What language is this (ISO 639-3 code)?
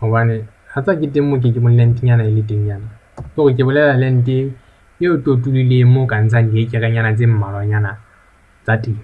sot